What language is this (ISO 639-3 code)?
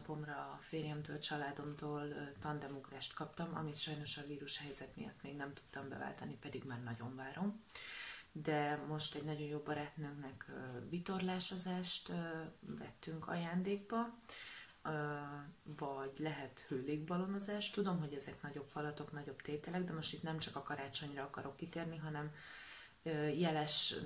hun